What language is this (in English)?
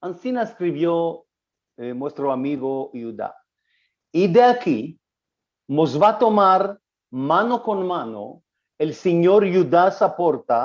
Ladino